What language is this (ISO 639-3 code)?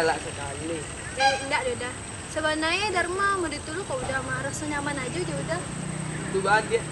min